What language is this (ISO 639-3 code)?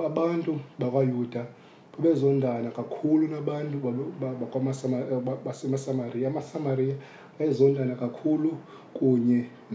xho